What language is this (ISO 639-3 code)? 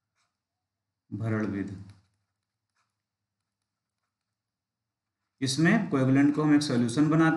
hin